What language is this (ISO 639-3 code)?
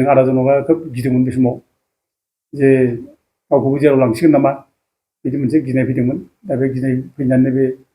brx